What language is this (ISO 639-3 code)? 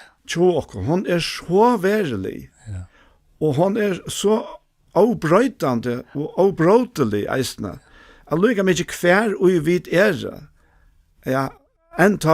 fao